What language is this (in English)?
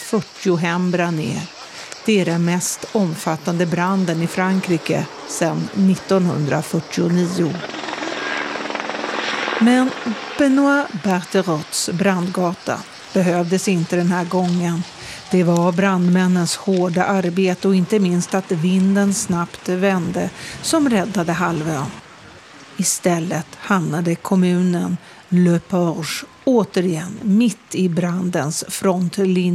Swedish